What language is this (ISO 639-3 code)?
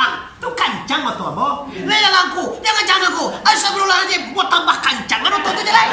min